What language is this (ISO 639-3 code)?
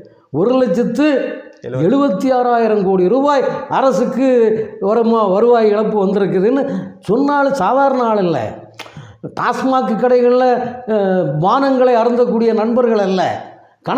tam